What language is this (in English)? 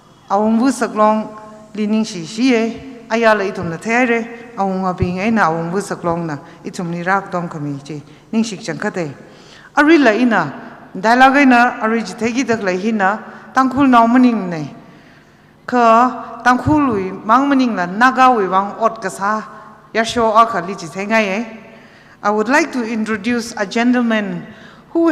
Tangkhul Naga (India)